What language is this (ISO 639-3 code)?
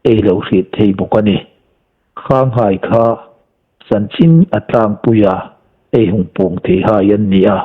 hmr